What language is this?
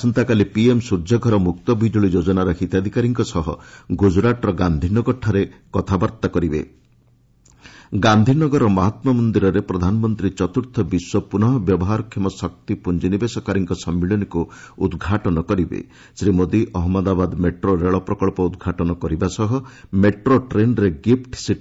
Odia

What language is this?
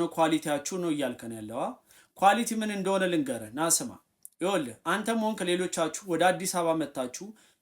Amharic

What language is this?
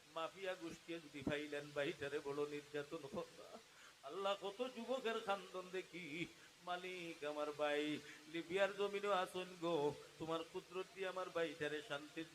Sylheti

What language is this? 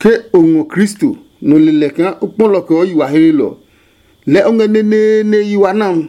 Adangme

